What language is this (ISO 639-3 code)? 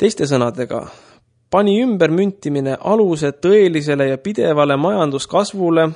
est